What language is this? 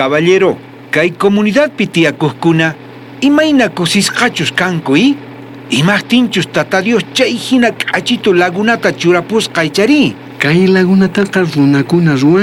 South Bolivian Quechua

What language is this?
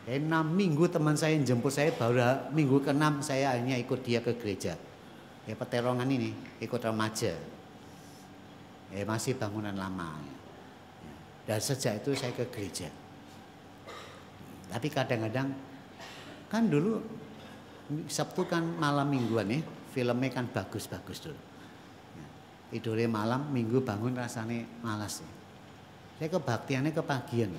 Indonesian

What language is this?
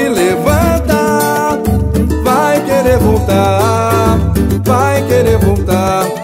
Portuguese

